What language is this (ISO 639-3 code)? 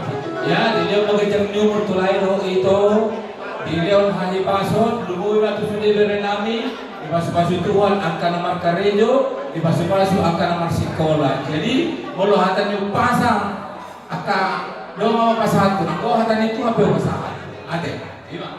bbc